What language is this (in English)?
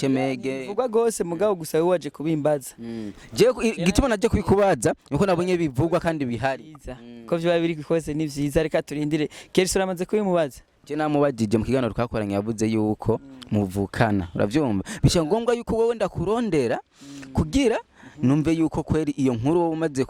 Rundi